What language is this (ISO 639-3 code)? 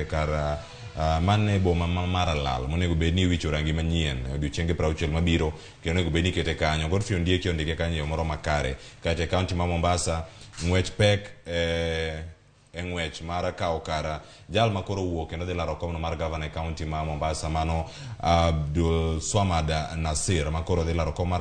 luo